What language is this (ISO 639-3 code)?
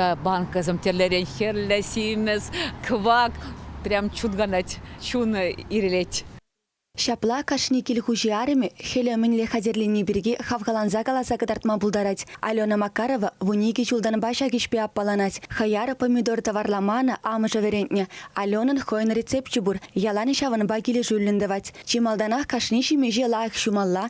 chv